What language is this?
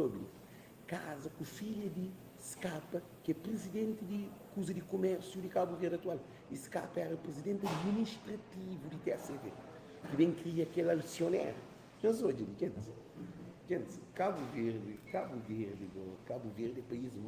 Kabuverdianu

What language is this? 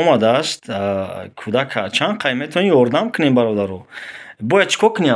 Tajik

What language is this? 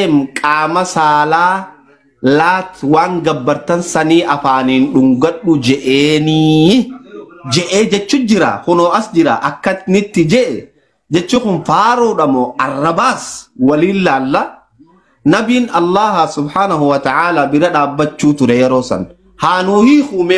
Oromo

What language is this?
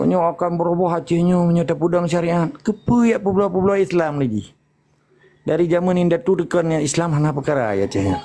Achinese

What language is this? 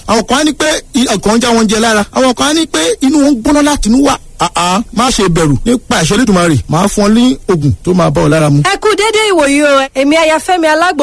Yoruba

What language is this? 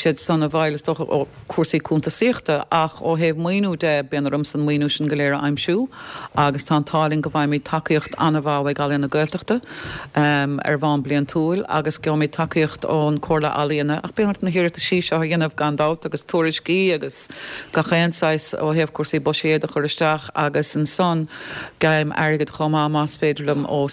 Irish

